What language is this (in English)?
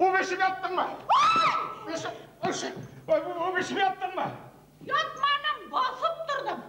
Bashkir